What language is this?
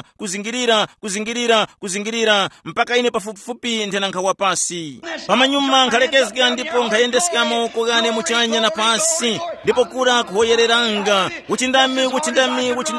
Tumbuka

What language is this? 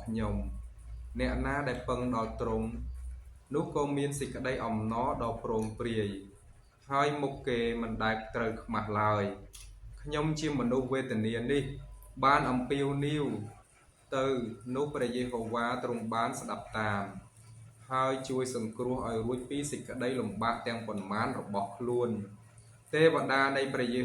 Khmer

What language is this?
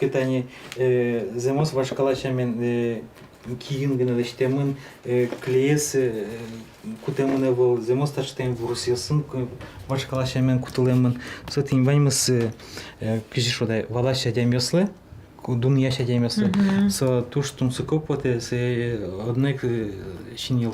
Udmurt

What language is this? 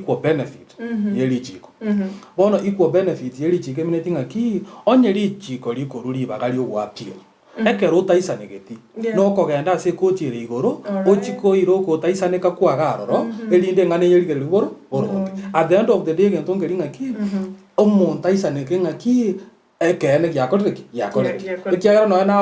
Gusii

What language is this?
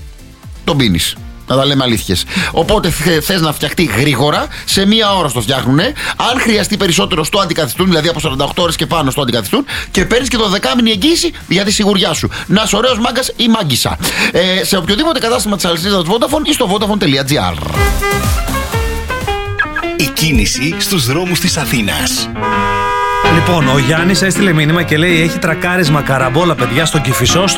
Greek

